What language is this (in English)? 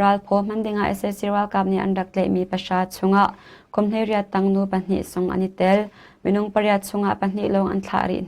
Hakha Chin